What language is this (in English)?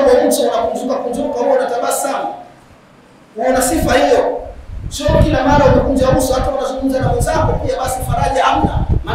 Swahili